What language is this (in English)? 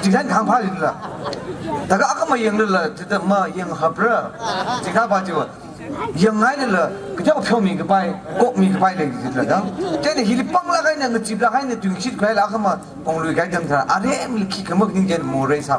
Tangkhul Naga (India)